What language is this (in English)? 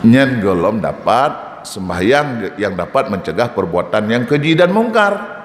Achinese